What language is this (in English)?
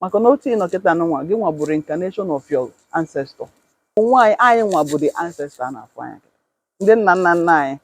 Igbo